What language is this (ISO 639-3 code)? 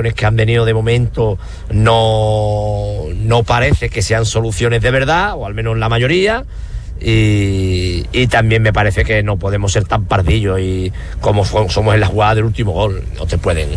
spa